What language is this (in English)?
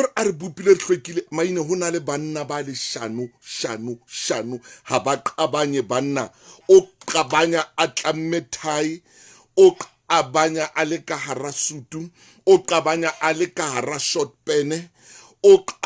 Southern Sotho